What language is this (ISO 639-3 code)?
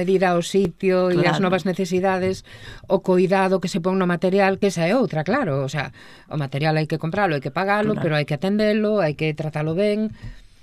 glg